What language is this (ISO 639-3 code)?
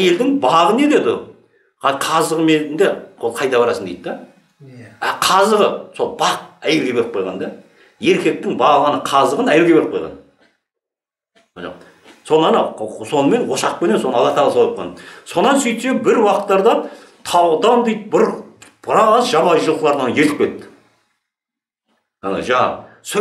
kaz